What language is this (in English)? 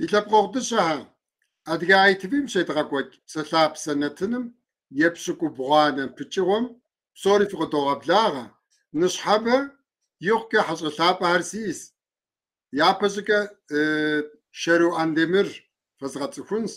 Kabardian